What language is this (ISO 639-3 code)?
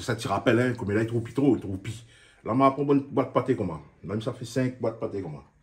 rcf